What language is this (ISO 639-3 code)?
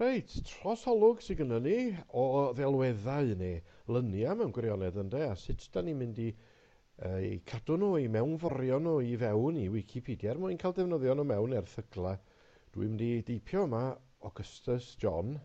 cym